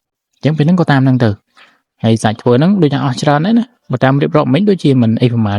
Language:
Khmer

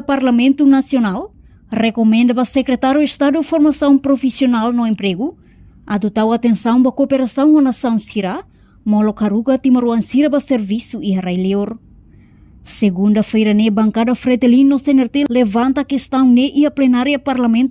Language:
Tetum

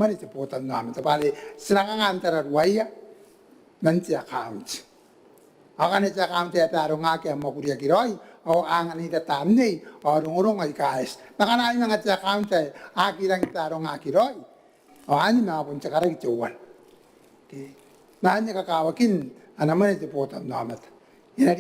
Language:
Gilbertese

